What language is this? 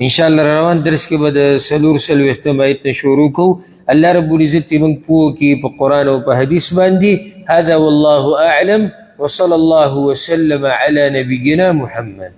Pashto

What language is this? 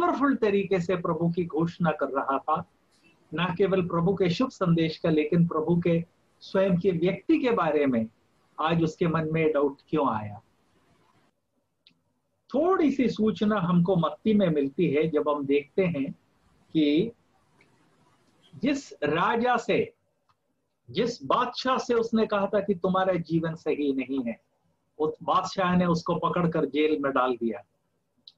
Hindi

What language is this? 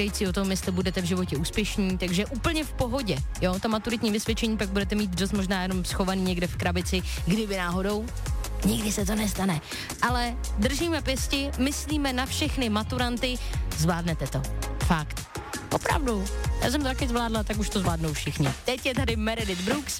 Czech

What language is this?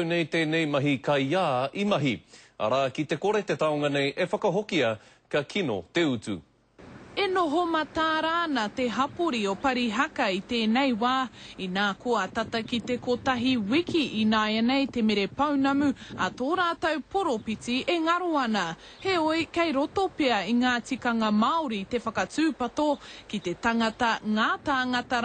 Māori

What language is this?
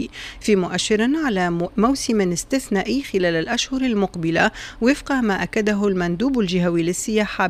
Tunisian Arabic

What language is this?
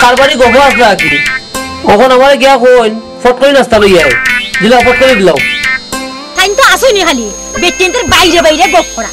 Sylheti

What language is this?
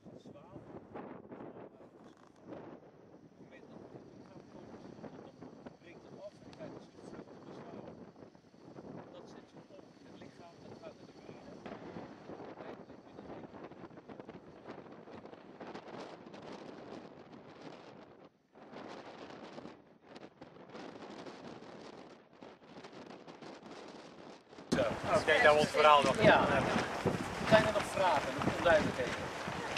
Dutch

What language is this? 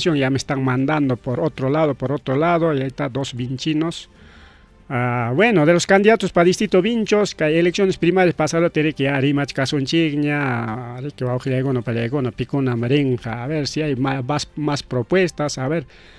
Ayacucho Quechua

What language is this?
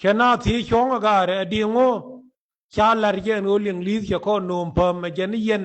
Nuer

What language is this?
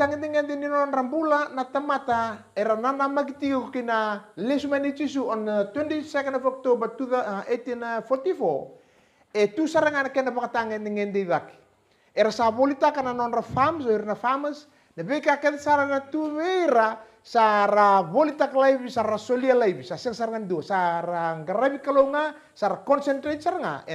Fijian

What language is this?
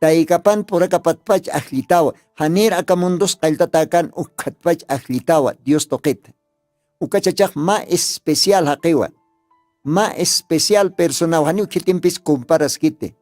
Aymara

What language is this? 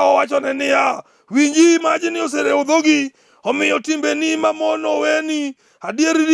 Luo (Kenya and Tanzania)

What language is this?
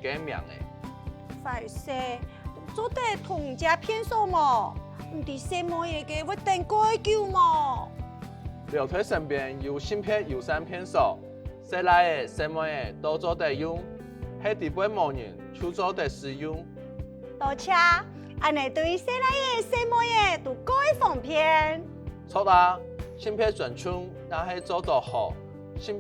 Hakka Chinese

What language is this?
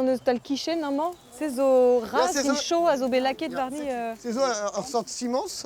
Breton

